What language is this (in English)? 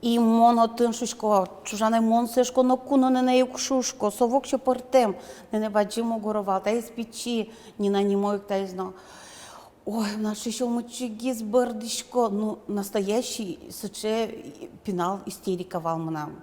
Udmurt